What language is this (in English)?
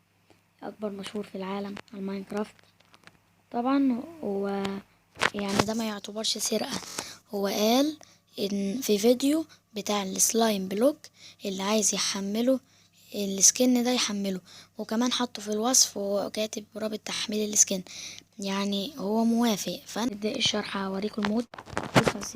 Egyptian Arabic